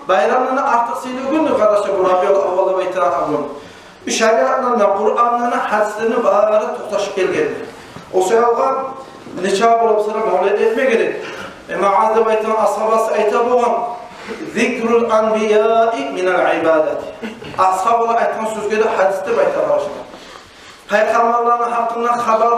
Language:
Kumyk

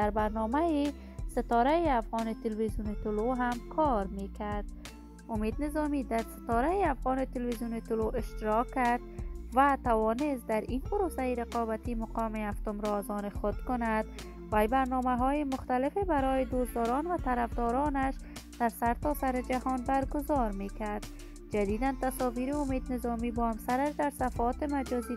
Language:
Persian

